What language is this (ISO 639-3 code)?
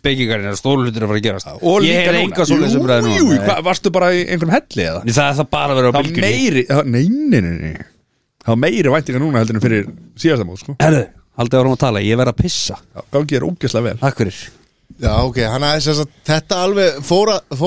isl